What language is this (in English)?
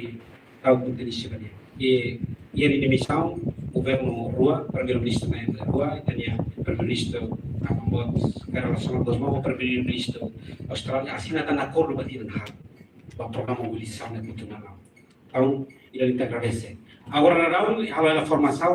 Tetum